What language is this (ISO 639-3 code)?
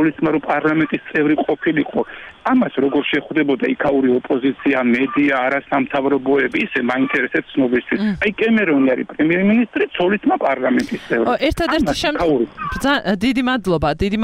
kat